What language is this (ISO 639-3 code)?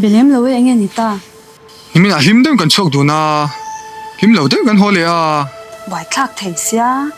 lus